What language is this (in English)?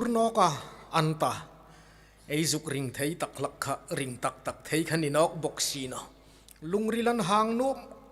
Hmar